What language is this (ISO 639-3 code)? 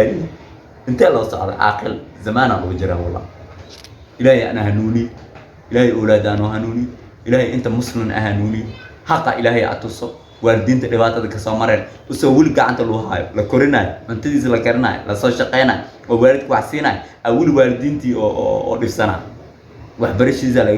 som